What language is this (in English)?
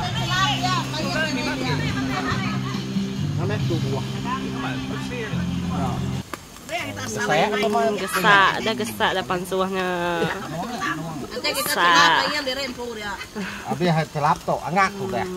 Malay